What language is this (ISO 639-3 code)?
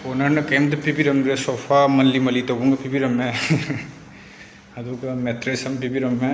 mni